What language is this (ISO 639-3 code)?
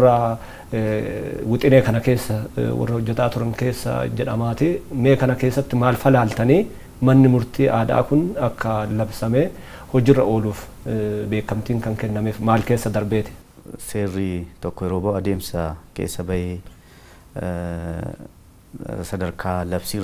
orm